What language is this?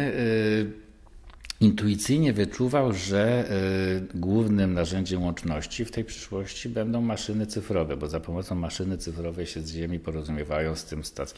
Polish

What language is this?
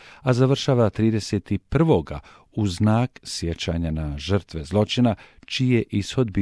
Bosnian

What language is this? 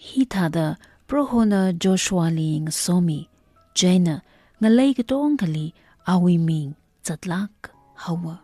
Tangkhul Naga (India)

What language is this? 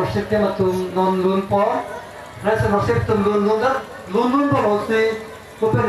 Karbi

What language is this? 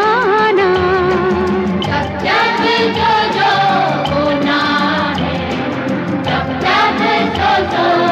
Hindi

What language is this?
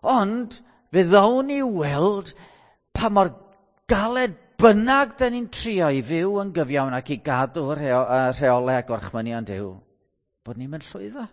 Welsh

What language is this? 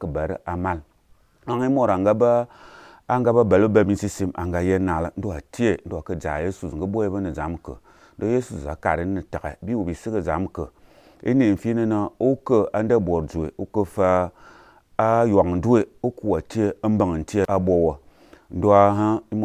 Azerbaijani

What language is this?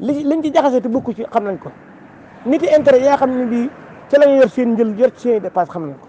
Wolof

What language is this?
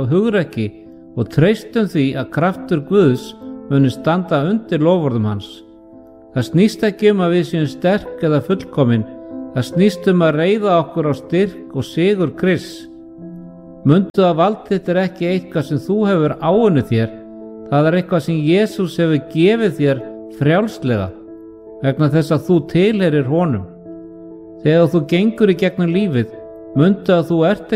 Icelandic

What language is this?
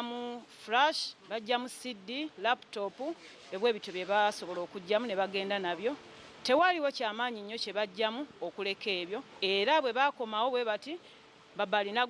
Ganda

